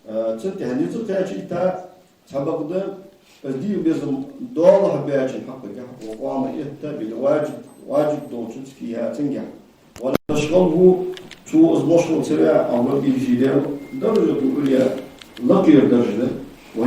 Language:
Ingush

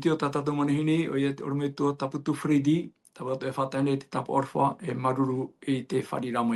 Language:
Tahitian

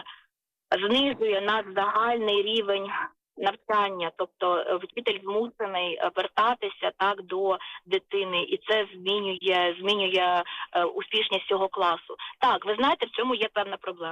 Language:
Ukrainian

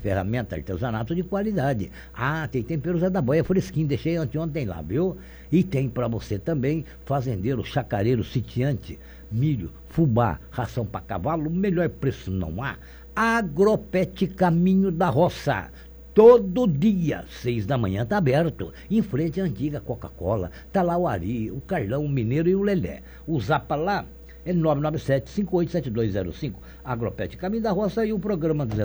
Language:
Portuguese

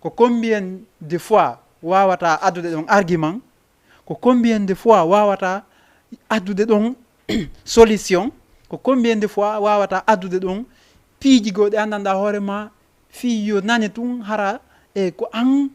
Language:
Fula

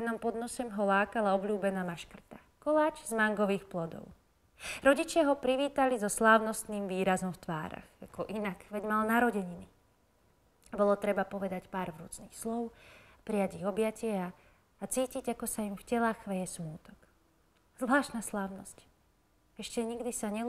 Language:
Slovak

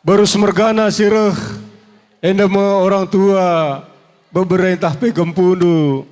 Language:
Batak Karo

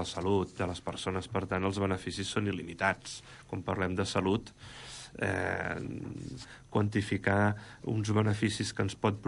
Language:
Catalan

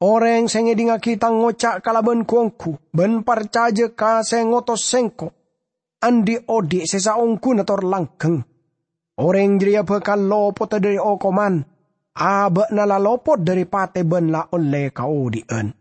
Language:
Madurese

